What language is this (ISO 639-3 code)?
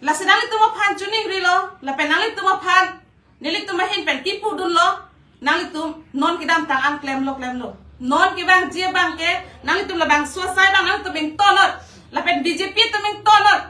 mjw